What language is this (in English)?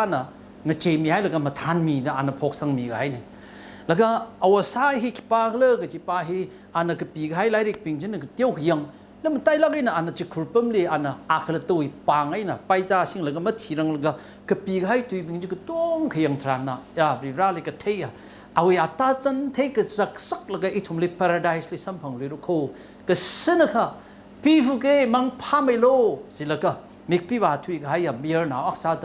Tangkhul Naga (India)